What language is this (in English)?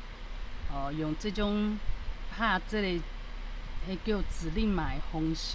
Min Nan Chinese